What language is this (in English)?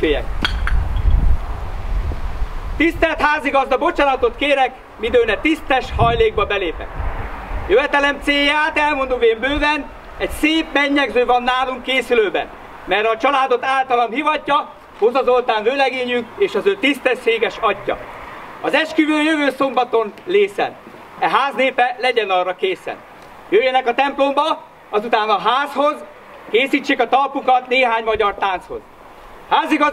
Hungarian